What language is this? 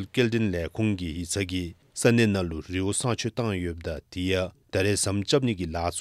Dzongkha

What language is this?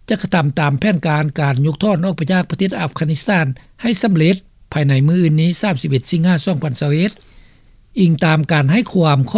Lao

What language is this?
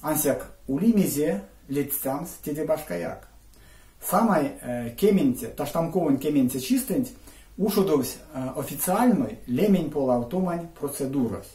Erzya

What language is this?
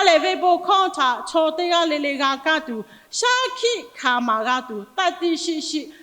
Lahu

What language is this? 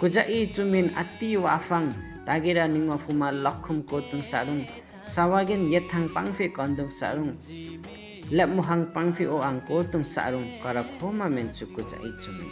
Limbu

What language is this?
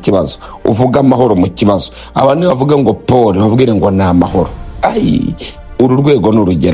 Kinyarwanda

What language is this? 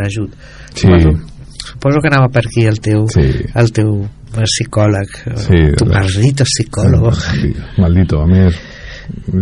Catalan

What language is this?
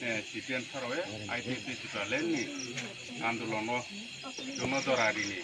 Riang (India)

